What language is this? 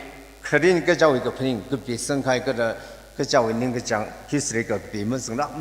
Tangkhul Naga (India)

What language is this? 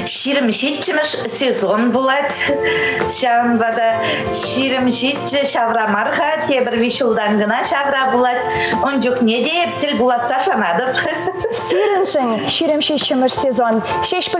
Chuvash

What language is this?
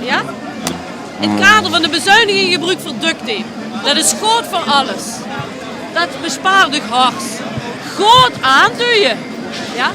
Limburgish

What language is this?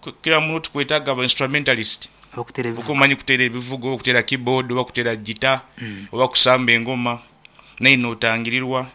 Nyankole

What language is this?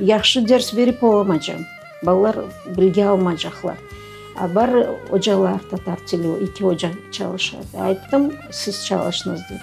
Crimean Tatar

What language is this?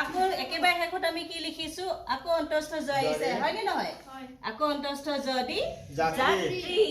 Assamese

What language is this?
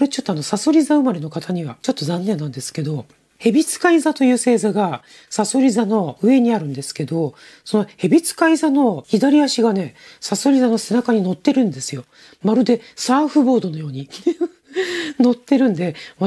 Japanese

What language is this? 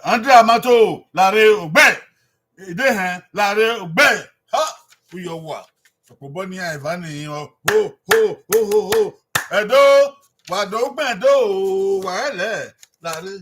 Bini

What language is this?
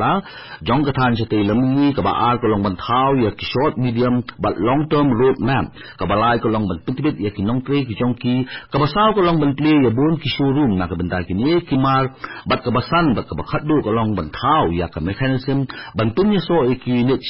Khasi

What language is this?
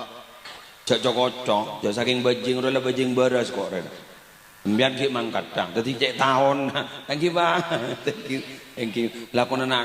Madurese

